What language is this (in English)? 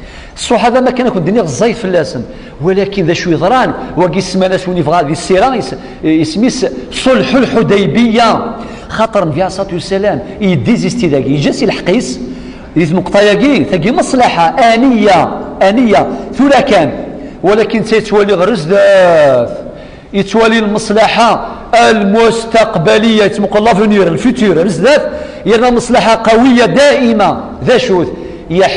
Kabyle